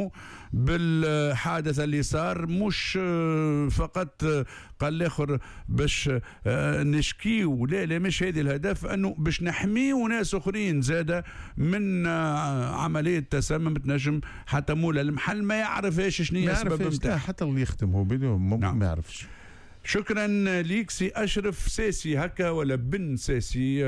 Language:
Tunisian Arabic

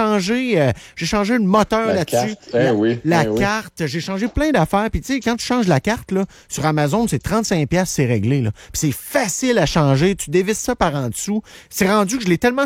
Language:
French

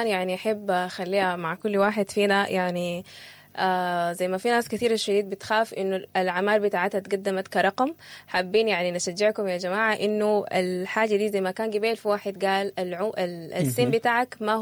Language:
Sudanese Arabic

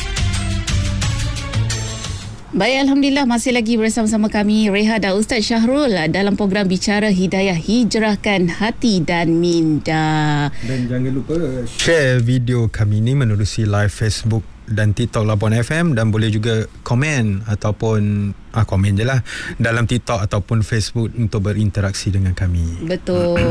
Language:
Malay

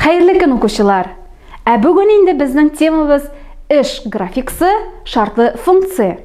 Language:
Tatar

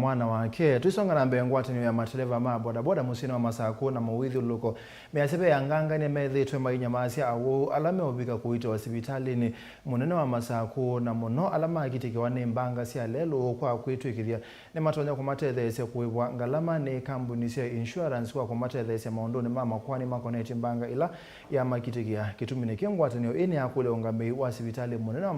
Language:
Kamba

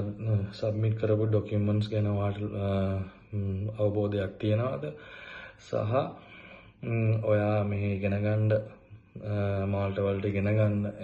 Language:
Sinhala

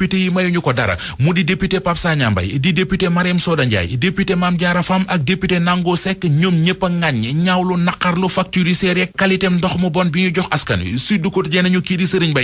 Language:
Wolof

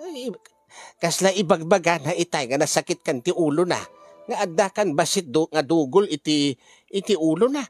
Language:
Iloko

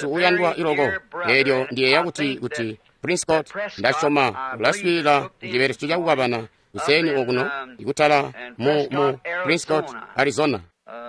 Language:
Tonga (Zambia)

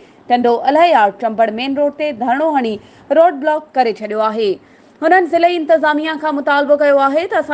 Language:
Sindhi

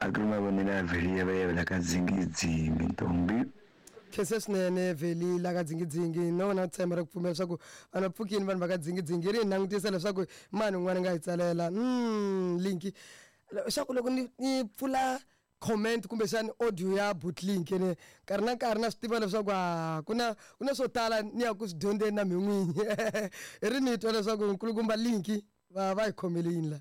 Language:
Tsonga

